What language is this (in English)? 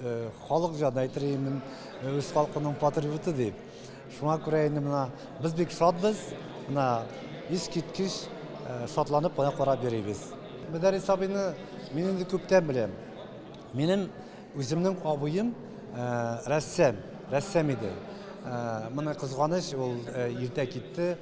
Tatar